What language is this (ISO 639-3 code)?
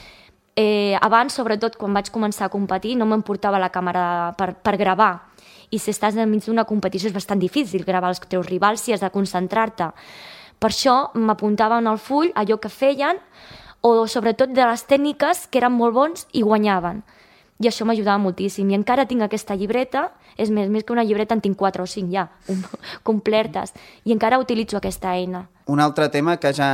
cat